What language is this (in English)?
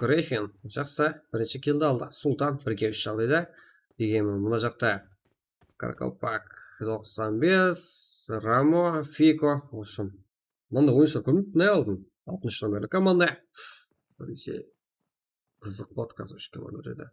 Kara-Kalpak